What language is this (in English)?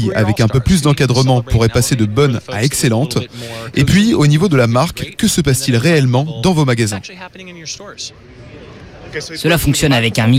French